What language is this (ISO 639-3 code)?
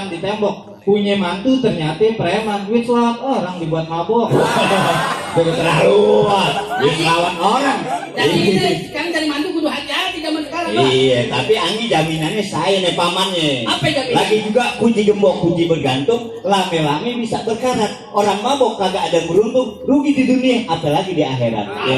bew